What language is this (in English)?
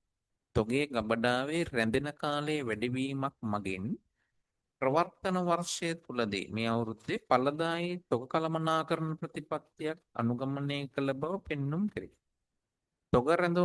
Sinhala